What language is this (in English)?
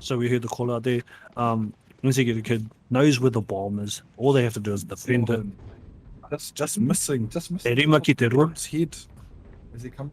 Māori